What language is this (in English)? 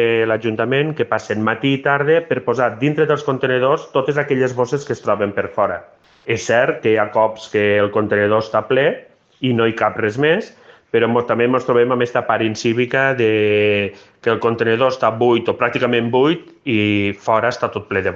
Catalan